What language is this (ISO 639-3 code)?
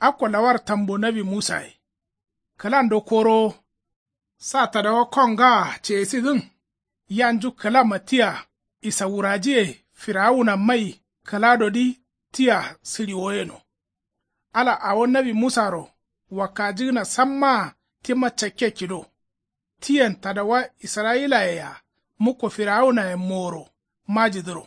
kau